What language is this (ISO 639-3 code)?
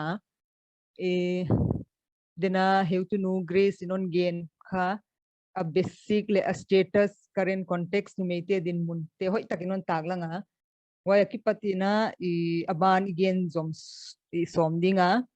pck